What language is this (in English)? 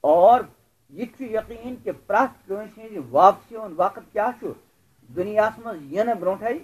Kashmiri